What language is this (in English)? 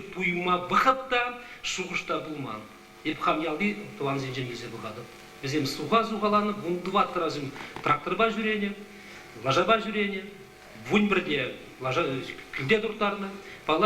Chuvash